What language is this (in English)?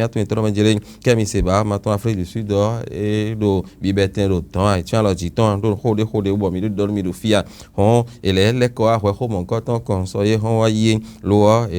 Fon